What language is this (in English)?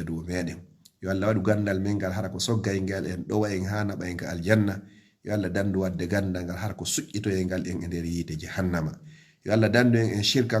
Fula